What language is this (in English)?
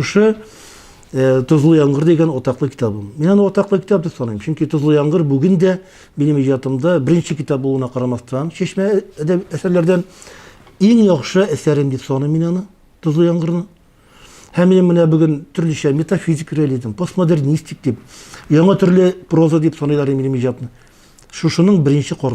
Tatar